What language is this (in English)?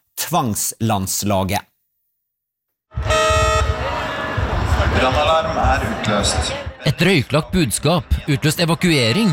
Norwegian